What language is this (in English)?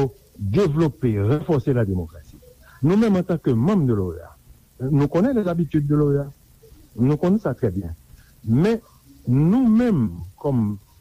Haitian Creole